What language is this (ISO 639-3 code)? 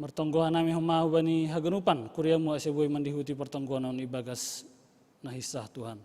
bts